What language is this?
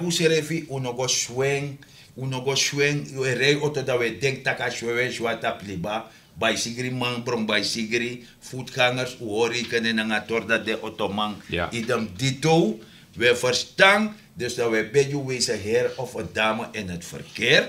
Sranan Tongo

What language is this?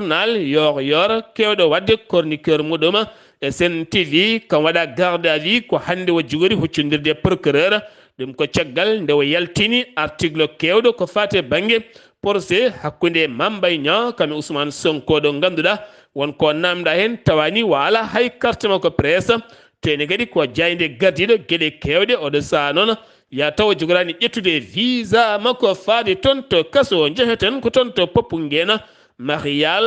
Fula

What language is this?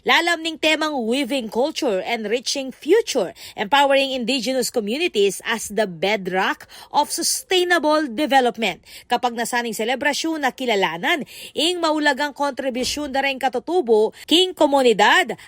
Pampanga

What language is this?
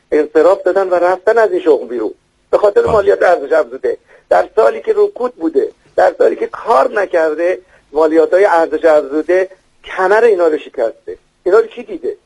Persian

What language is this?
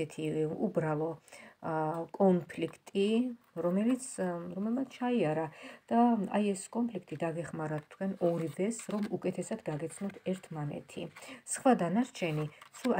Georgian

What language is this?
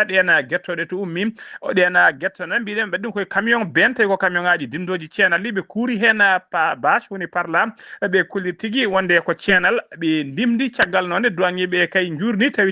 Fula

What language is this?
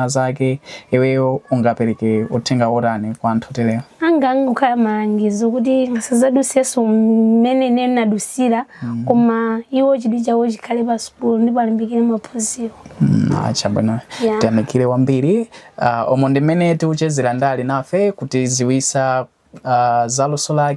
Nyanja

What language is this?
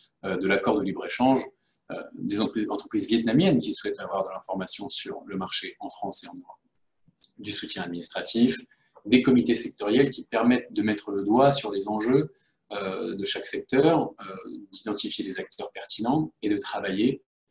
French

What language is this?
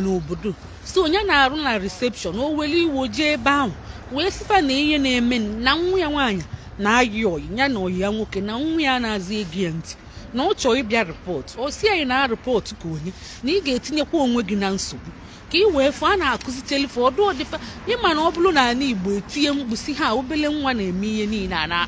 Igbo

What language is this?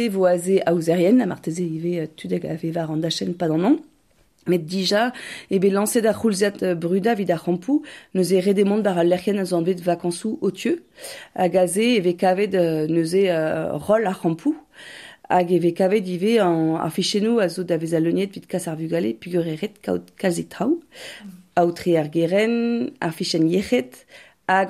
Breton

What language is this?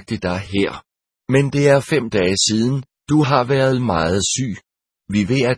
Danish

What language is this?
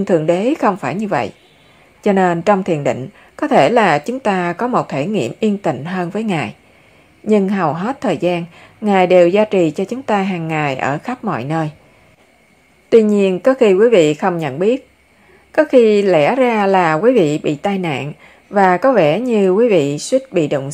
Vietnamese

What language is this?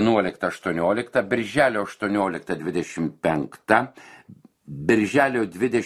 Lithuanian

